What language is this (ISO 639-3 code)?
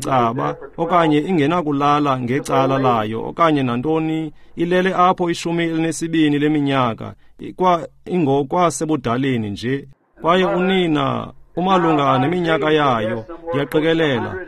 xho